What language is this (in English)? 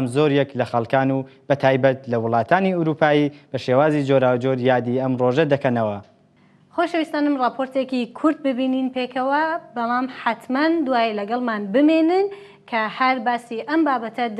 Central Kurdish